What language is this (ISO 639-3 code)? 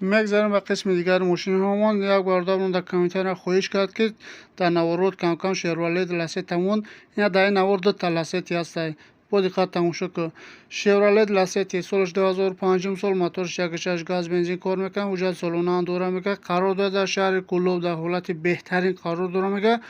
tgk